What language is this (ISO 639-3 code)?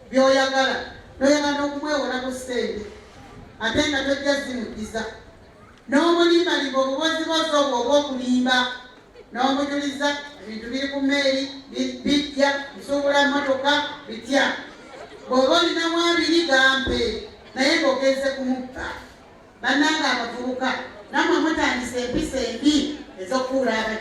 lug